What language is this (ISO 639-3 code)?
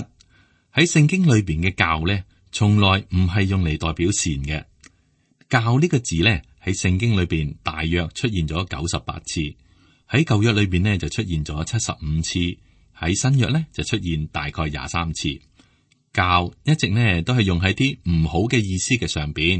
yue